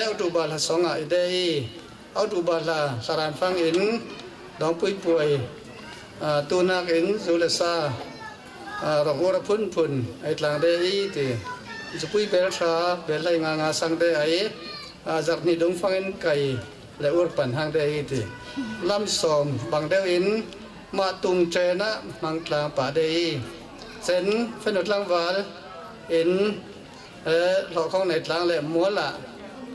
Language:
Falam Chin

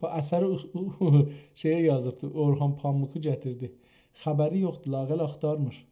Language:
South Azerbaijani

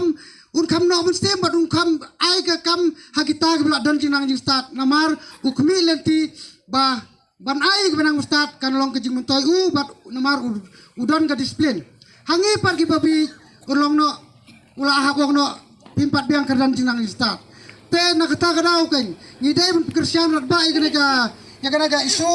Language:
Khasi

